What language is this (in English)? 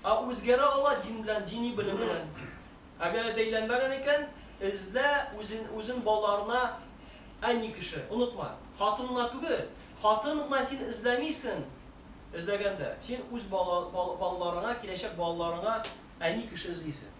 Tatar